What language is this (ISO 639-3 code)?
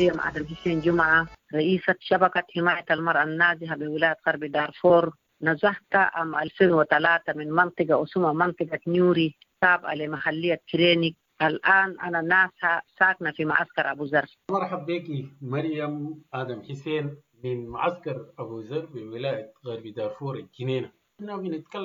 apd